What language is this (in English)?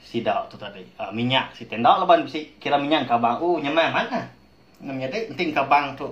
Iban